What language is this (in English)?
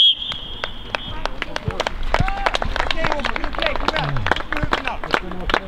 Swedish